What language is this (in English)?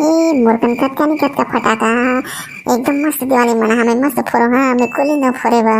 Chhattisgarhi